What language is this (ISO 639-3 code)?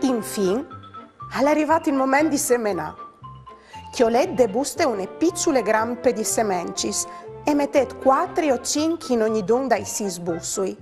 fur